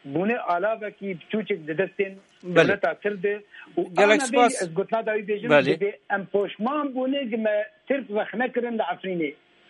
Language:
Kurdish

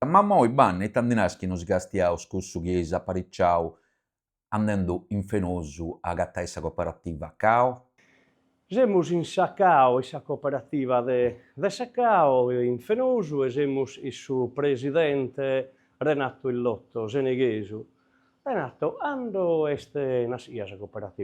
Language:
Sardinian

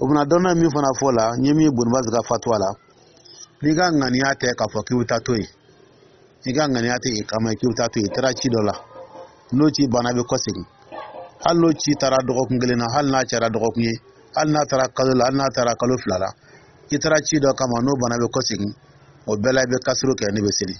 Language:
Dyula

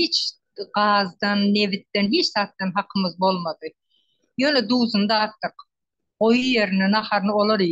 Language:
Turkmen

